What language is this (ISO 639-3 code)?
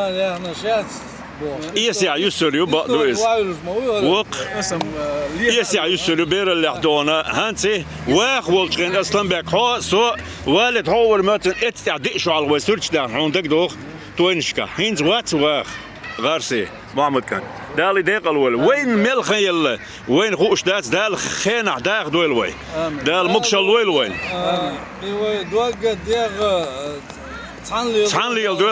che